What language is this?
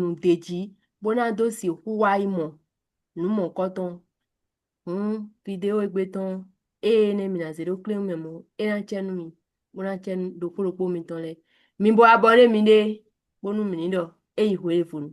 Fon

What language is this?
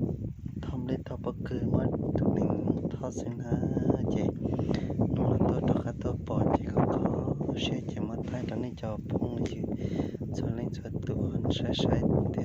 Hmong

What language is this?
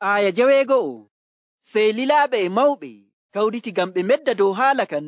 Nigerian Fulfulde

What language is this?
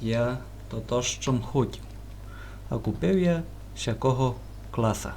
Rusyn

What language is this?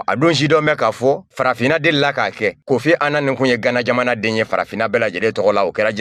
Bambara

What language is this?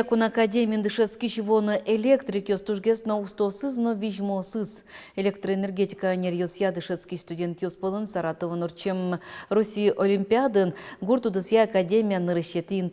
Udmurt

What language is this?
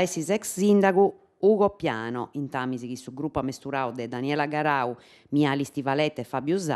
Sardinian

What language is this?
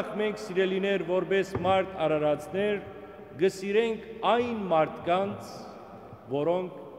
Western Armenian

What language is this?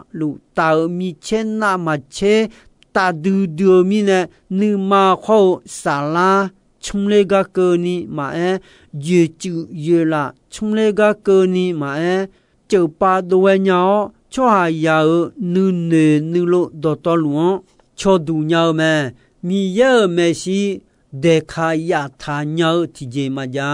Akha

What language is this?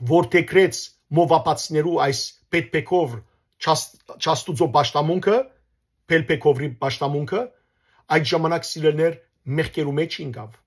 Western Armenian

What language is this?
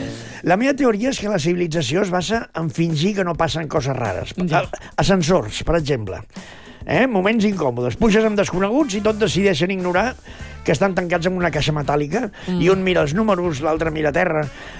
Catalan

